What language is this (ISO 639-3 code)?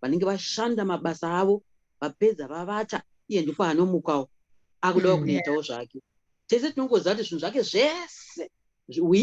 sna